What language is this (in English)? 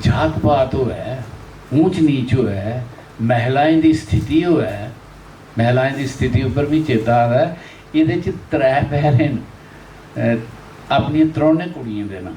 Dogri